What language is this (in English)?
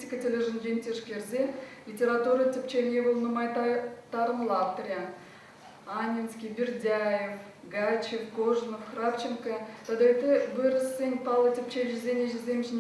Chuvash